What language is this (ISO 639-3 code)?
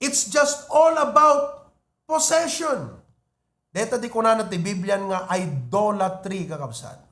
ilo